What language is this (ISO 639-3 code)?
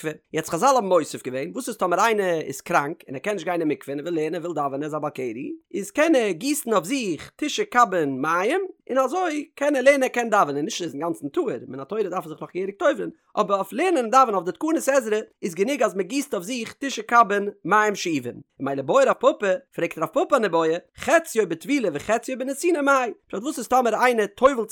yid